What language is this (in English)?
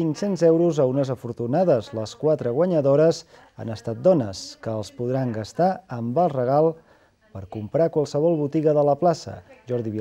Catalan